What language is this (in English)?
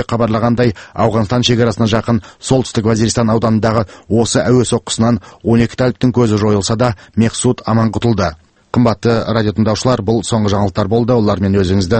Kazakh